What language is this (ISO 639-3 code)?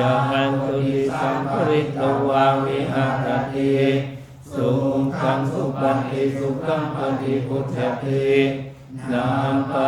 pli